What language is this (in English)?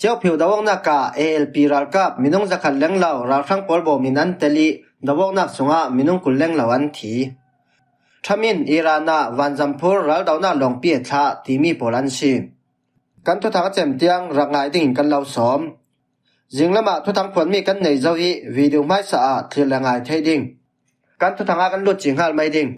Falam Chin